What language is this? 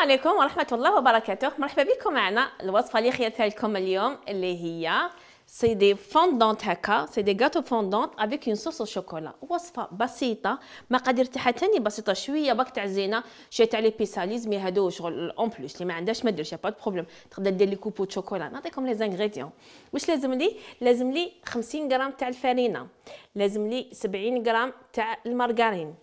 Algerian Arabic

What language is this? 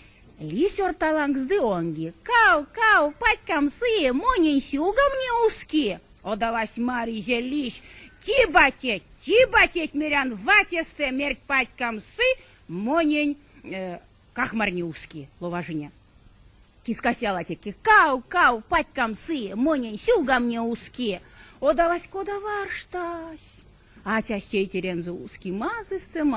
Erzya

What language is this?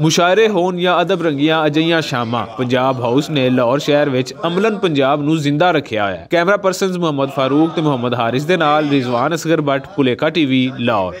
Western Panjabi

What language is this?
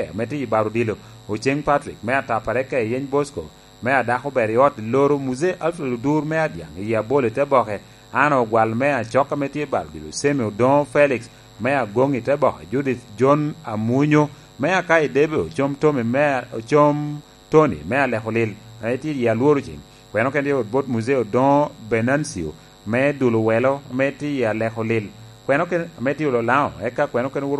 Lango (Uganda)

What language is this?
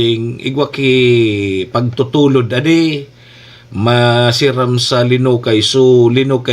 Bikol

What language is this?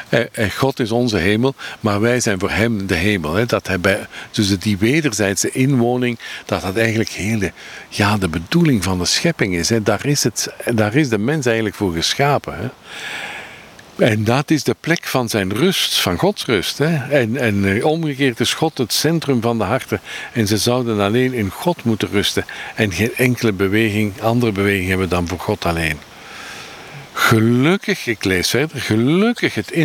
Dutch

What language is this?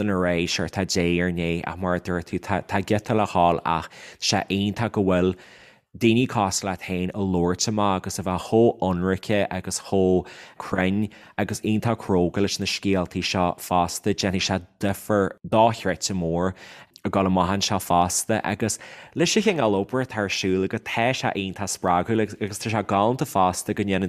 Irish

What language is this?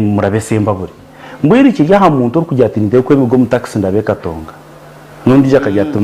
Nyankole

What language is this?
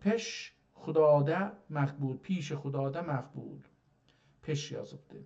South Azerbaijani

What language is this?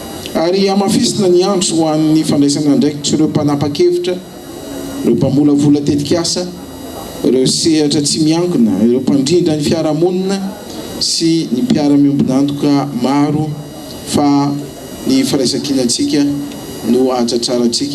Malagasy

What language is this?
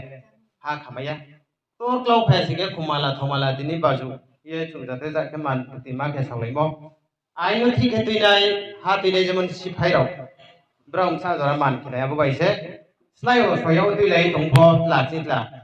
Riang (India)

